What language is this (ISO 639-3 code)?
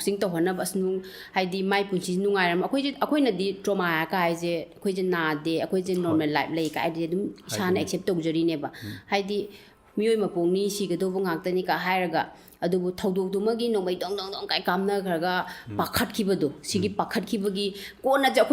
mni